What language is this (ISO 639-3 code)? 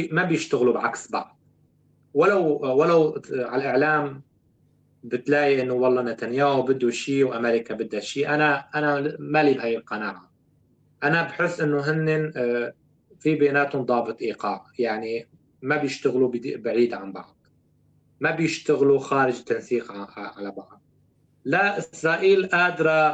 apc